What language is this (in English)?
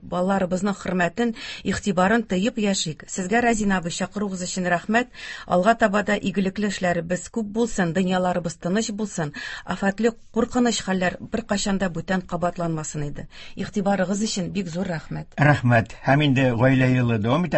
Tatar